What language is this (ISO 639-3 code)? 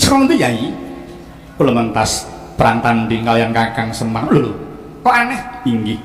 jav